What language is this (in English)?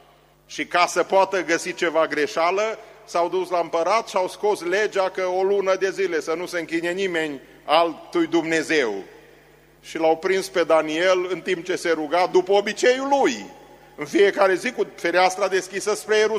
Romanian